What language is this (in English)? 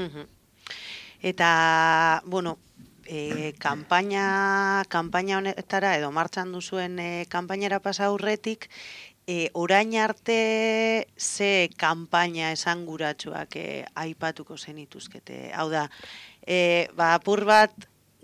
Basque